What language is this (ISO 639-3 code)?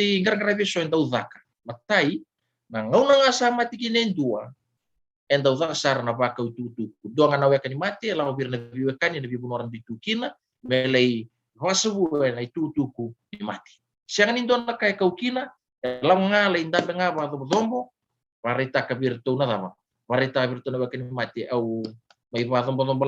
fij